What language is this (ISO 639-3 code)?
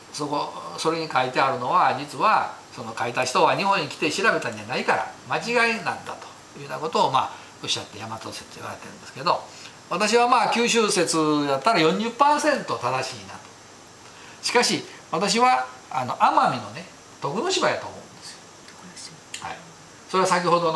jpn